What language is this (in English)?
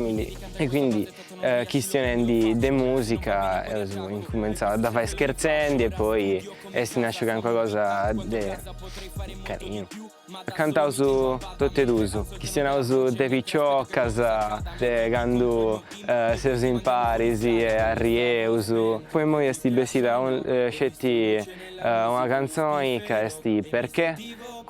Sardinian